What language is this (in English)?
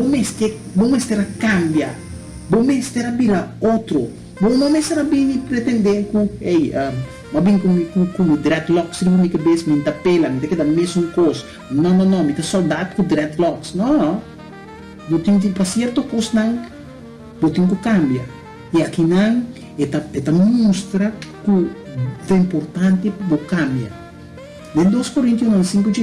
Papiamento